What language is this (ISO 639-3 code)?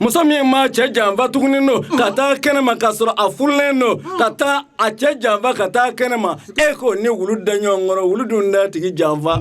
bam